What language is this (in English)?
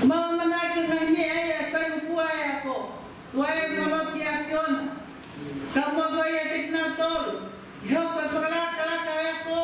Tongan